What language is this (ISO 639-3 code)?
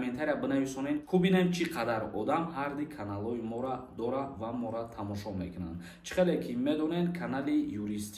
tgk